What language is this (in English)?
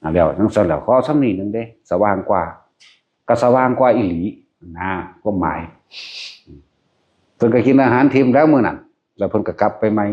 Northeastern Thai